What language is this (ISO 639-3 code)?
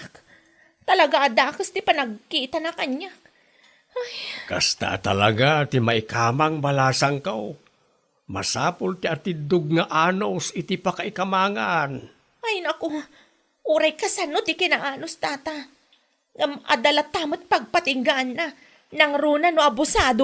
ilo